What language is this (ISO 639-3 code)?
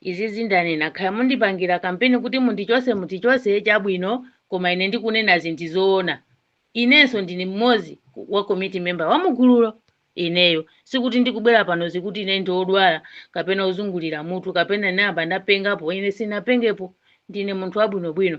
nya